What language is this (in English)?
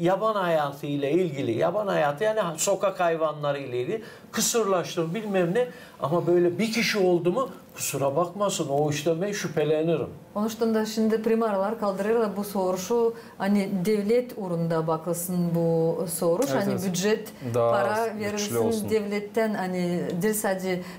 Gagauz